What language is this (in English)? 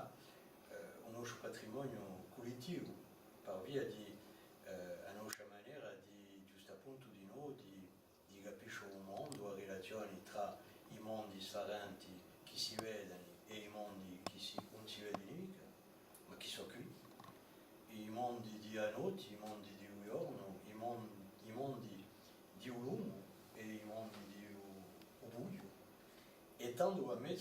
Corsican